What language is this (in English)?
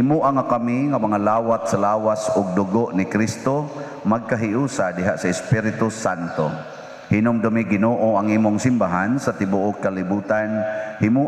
Cebuano